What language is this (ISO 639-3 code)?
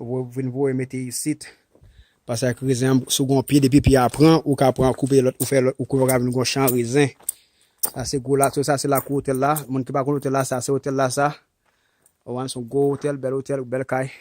hat